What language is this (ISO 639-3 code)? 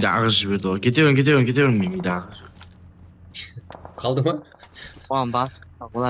kaa